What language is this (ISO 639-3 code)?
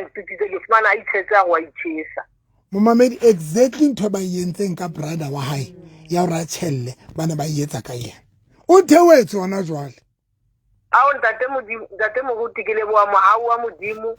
sot